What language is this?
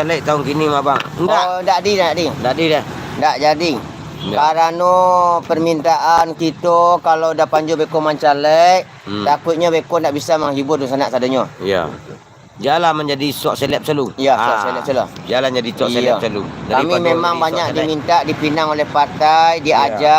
Minangkabau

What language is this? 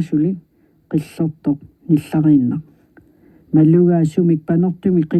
Kalaallisut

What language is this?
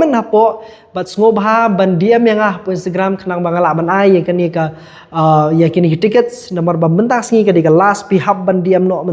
Khasi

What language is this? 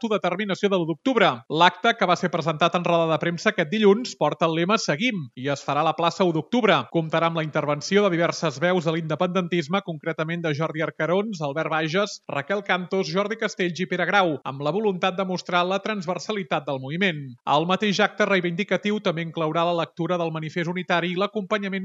Catalan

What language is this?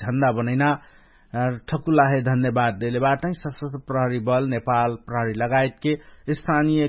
Dangaura Tharu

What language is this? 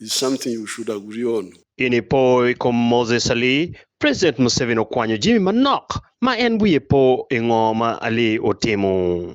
Acoli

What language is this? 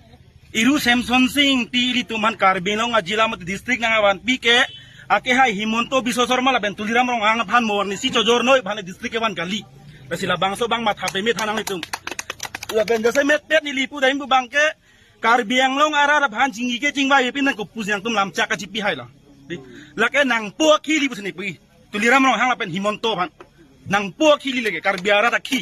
Karbi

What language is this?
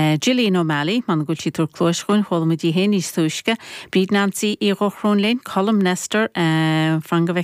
Irish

